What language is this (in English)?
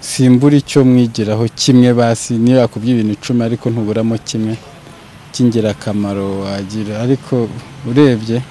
Kinyarwanda